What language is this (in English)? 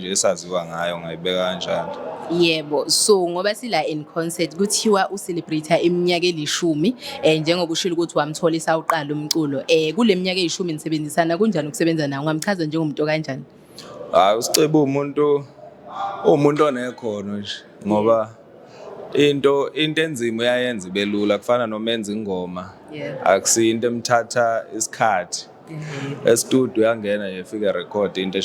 Zulu